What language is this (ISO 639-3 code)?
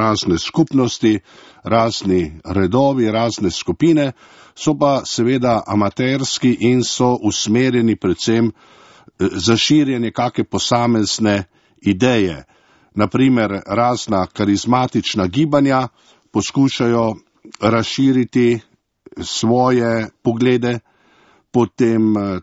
slv